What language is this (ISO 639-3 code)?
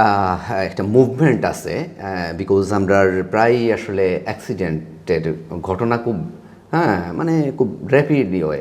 syl